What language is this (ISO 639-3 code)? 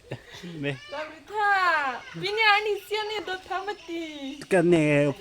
mjw